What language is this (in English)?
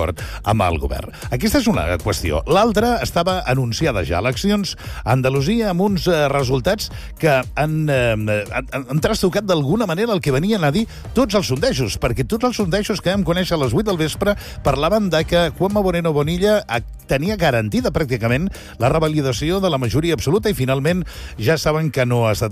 Catalan